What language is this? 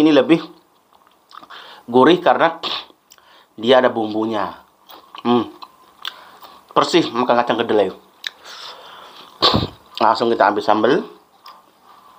Indonesian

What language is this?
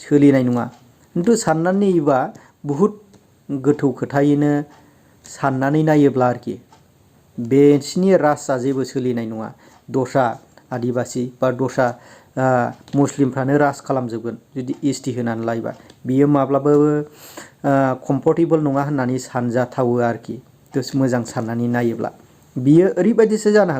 Bodo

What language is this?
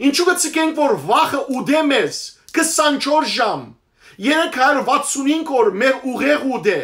Western Armenian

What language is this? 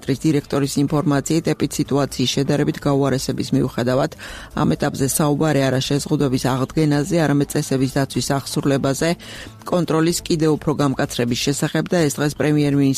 Georgian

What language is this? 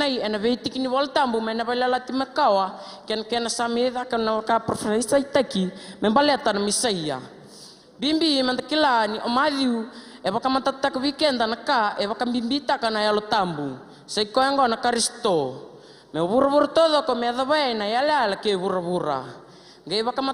Fijian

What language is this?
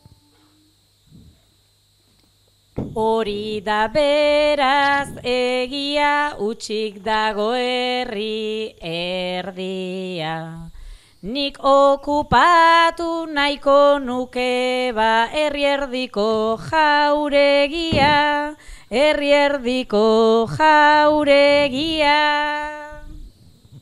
Basque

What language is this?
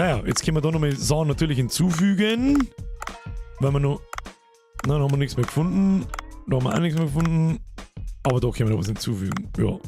Bavarian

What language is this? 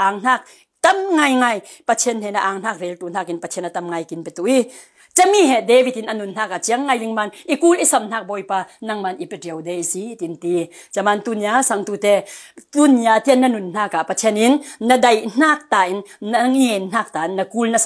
Falam Chin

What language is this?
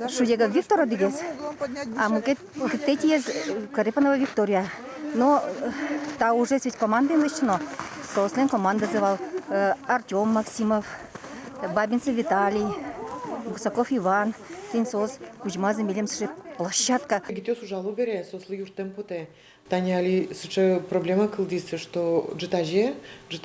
Udmurt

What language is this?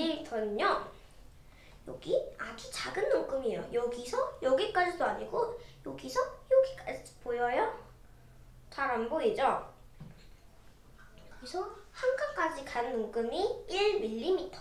Korean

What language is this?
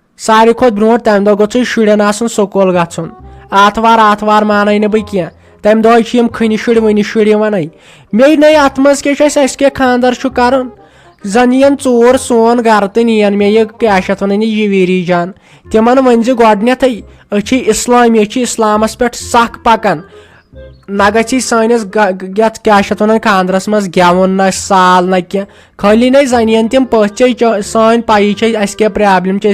Kashmiri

